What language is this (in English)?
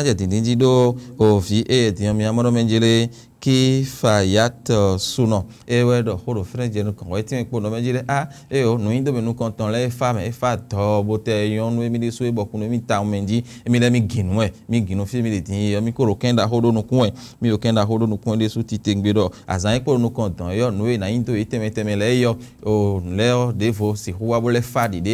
Fon